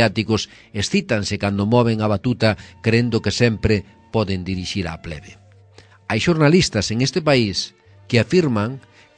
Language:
Galician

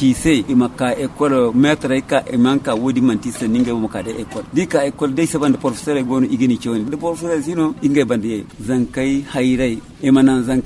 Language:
Zarma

